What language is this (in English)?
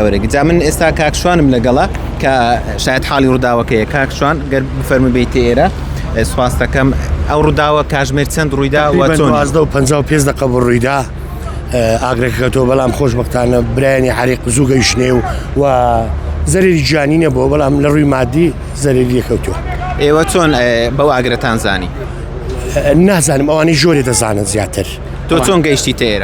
Central Kurdish